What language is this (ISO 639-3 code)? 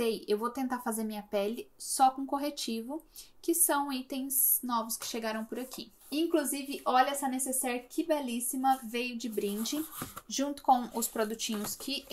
por